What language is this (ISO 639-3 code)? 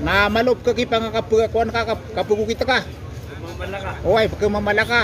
mrw